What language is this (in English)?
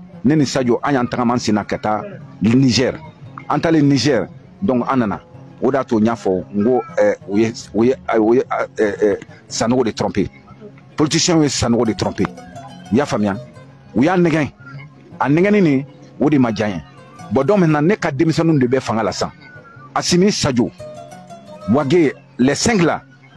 Bambara